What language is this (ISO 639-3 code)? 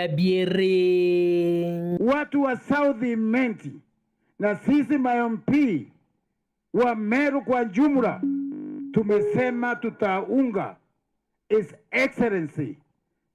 mer